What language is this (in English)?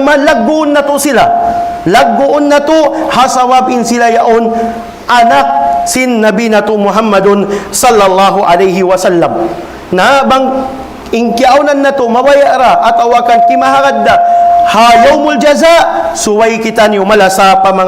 Tausug